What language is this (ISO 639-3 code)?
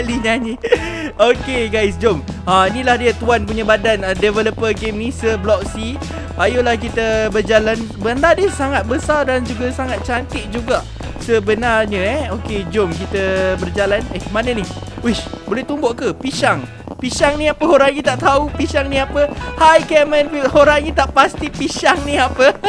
msa